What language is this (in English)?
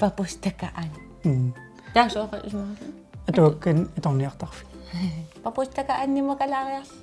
Kalaallisut